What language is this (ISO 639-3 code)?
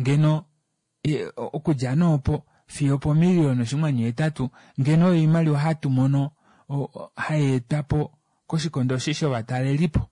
kua